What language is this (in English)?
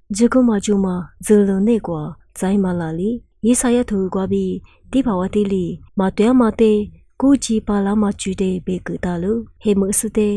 Lisu